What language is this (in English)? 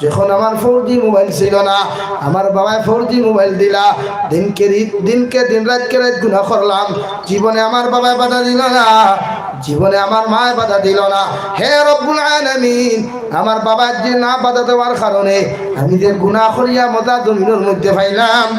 Sylheti